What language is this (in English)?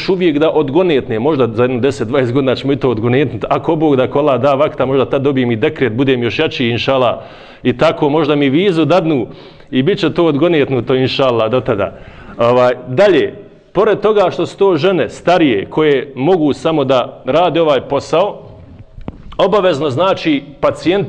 Bosnian